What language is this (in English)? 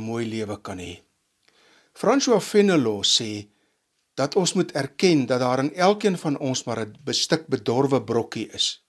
Afrikaans